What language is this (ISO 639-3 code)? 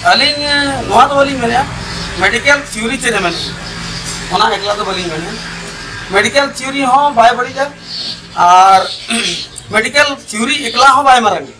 sat